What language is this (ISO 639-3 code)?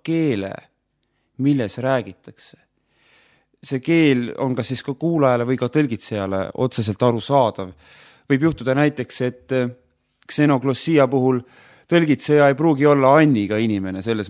est